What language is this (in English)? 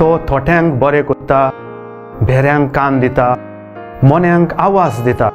Konkani